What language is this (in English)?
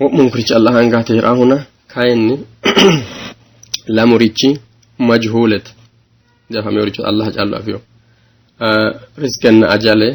Sidamo